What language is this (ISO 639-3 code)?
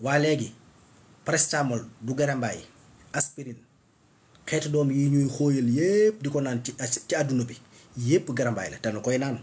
wol